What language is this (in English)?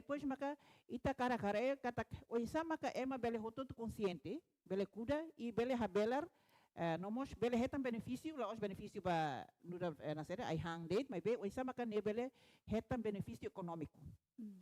Tetum